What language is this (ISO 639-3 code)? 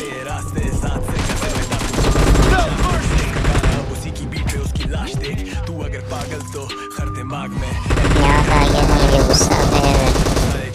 hin